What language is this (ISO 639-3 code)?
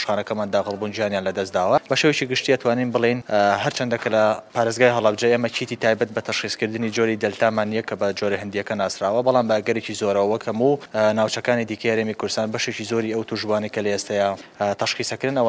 ckb